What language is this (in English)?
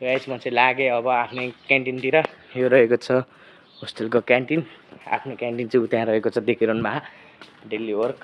Nepali